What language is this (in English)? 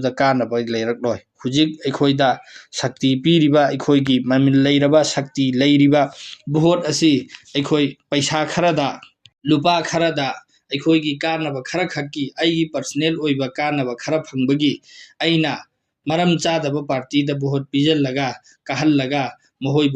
Manipuri